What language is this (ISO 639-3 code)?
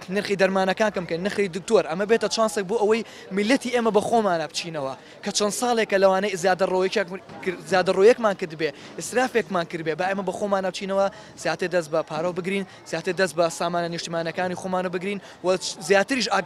ckb